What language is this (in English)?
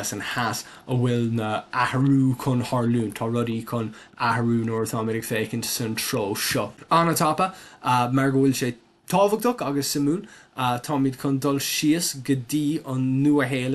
Irish